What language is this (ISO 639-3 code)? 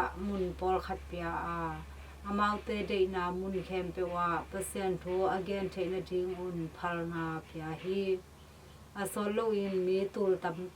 ctd